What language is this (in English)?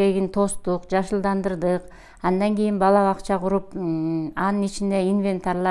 Kyrgyz